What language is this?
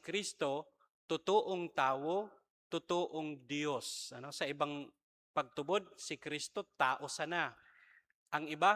Bikol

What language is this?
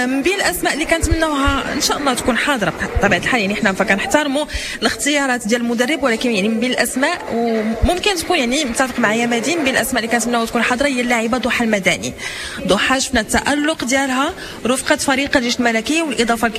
Moroccan Arabic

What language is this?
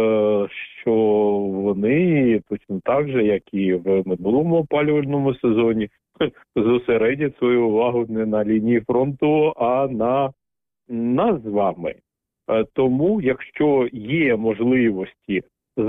Ukrainian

